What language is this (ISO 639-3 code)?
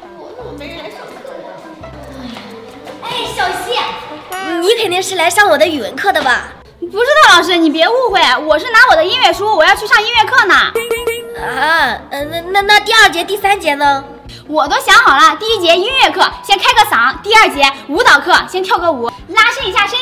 zho